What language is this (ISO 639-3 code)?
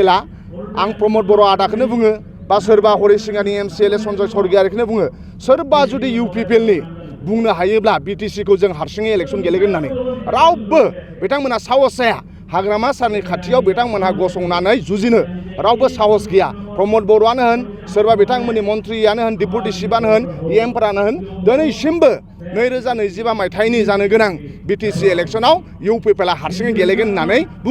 brx